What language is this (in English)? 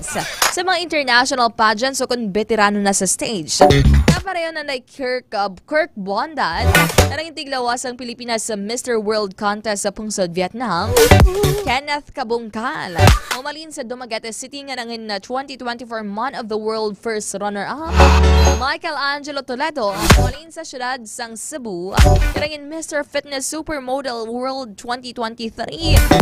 Hiligaynon